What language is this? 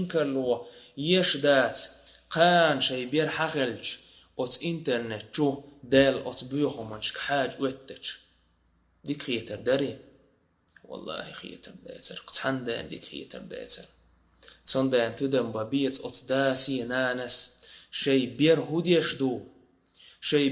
Chechen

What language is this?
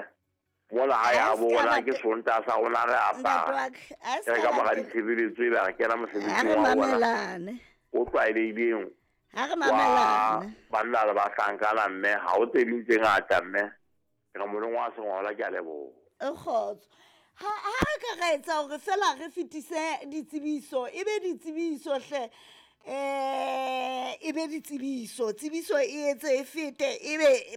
Southern Sotho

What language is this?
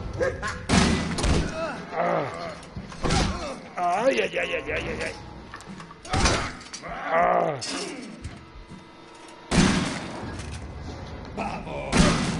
Spanish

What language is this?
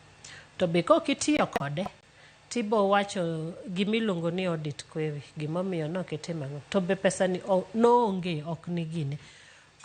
Luo (Kenya and Tanzania)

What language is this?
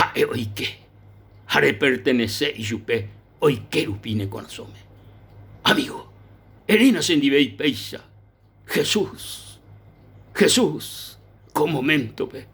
Guarani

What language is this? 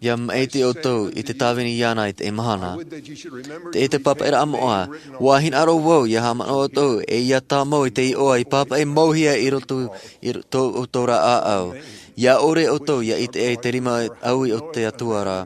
Tahitian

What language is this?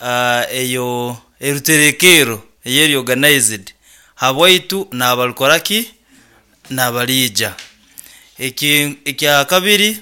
Nyoro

